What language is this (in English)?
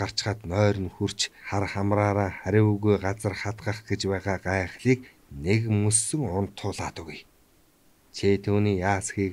Mongolian